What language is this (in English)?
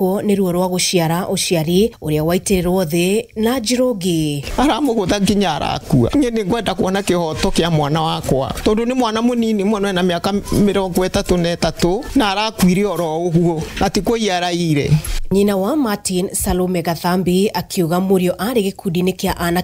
Kikuyu